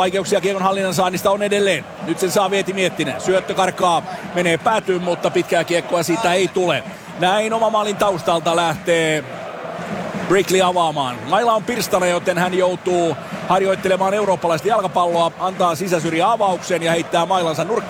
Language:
Finnish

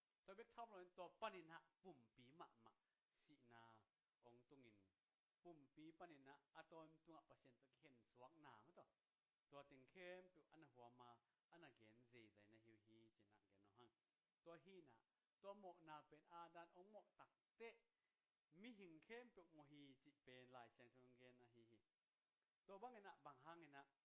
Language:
Tedim Chin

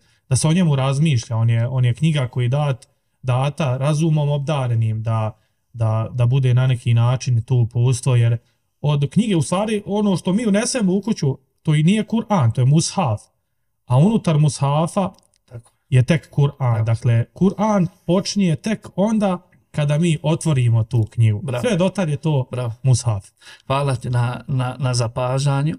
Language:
Bosnian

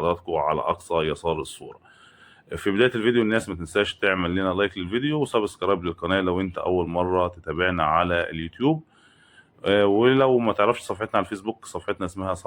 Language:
Egyptian Arabic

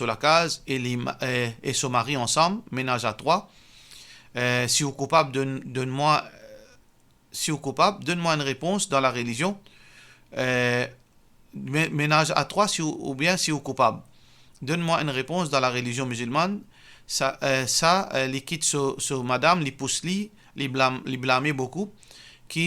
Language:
Morisyen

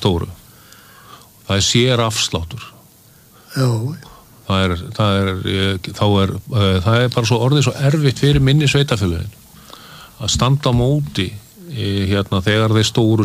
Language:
Icelandic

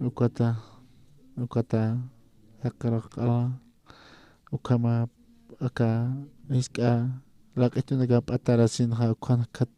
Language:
Aymara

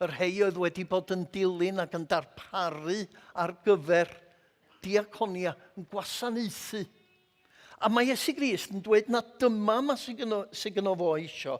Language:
Welsh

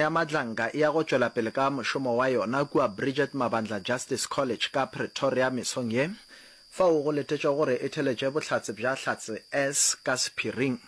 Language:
Northern Sotho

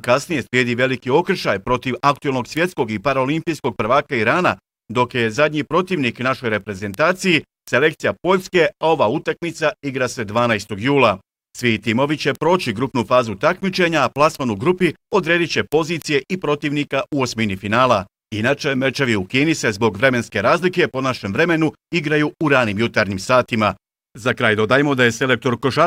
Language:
Bosnian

